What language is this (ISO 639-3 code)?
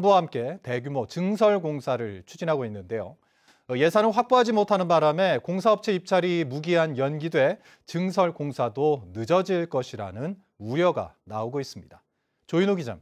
kor